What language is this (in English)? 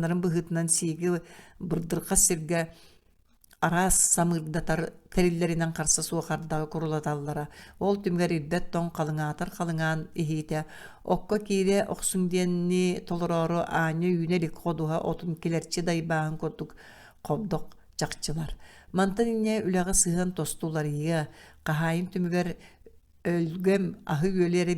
Yakut